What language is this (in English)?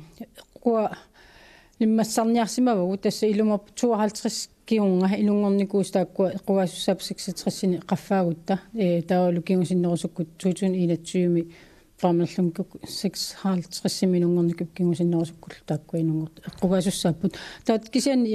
Kalaallisut